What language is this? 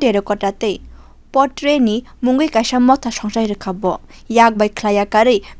Kok Borok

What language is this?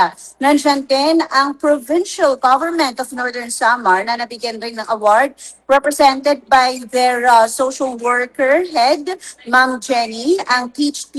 Filipino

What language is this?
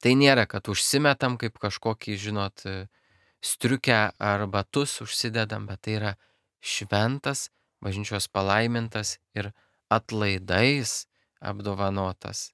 Lithuanian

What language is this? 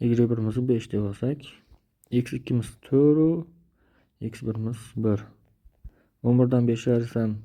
Uzbek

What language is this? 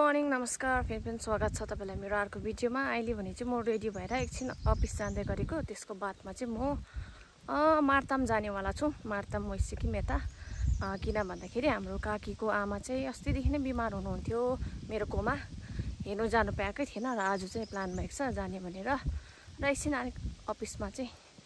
Nepali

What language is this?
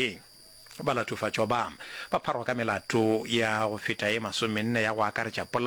Northern Sotho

